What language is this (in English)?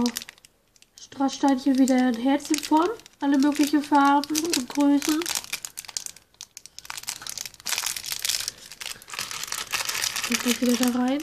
German